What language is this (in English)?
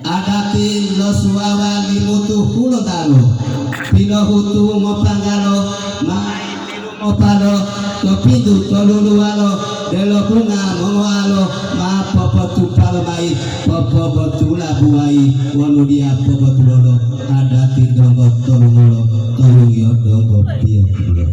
Gorontalo